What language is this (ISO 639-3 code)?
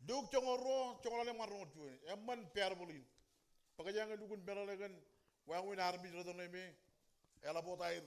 mah